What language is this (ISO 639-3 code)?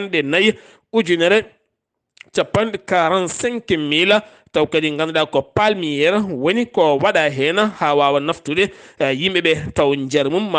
ful